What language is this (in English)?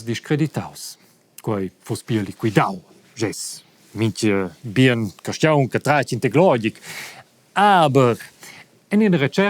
Romansh